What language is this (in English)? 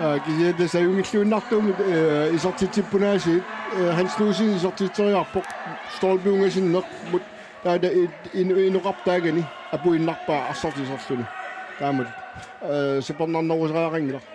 Kalaallisut